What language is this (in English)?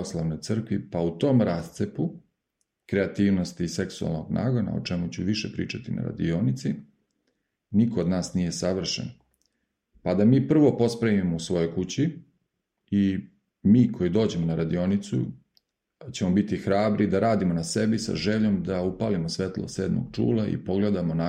Serbian